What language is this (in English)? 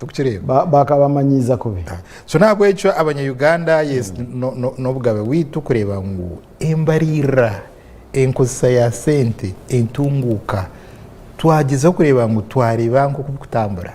Nyankole